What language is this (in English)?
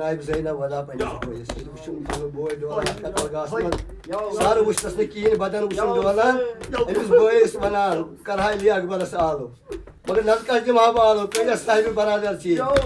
Kashmiri